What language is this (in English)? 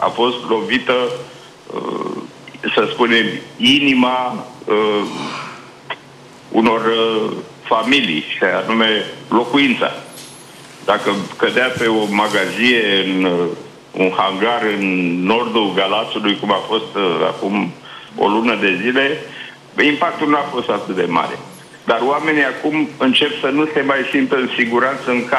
Romanian